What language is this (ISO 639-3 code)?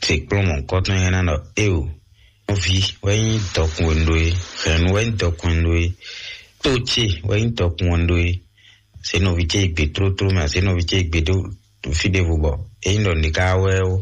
fon